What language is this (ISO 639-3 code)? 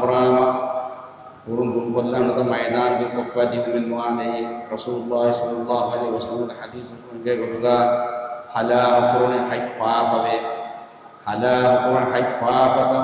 div